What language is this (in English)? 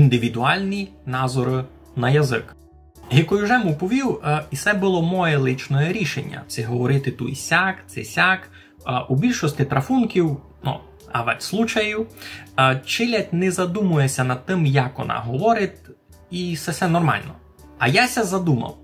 Rusyn